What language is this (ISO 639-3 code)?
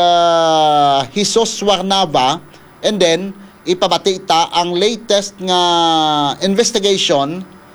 hil